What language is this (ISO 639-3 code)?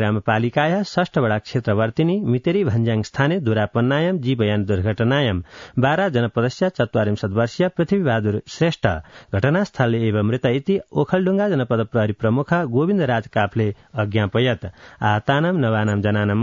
san